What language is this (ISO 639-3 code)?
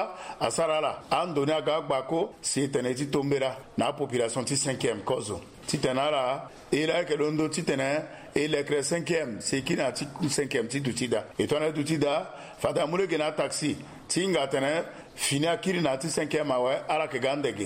sag